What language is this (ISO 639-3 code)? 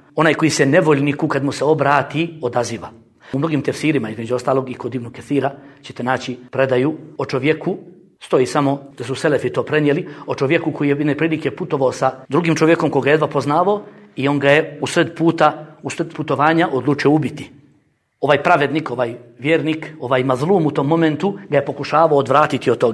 bos